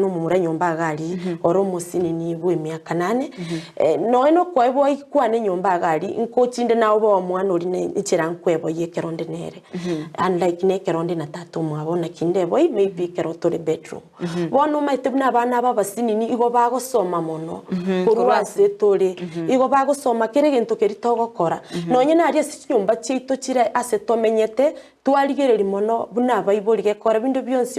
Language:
Gusii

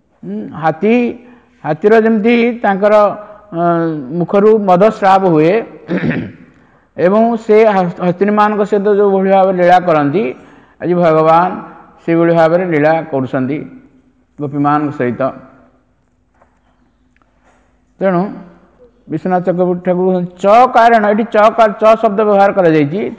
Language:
Odia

